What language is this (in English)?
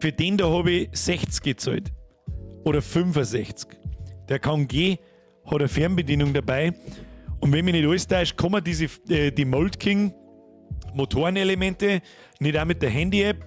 Bavarian